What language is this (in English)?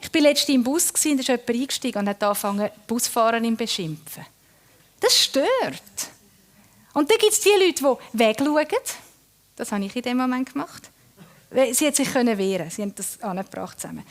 Swiss German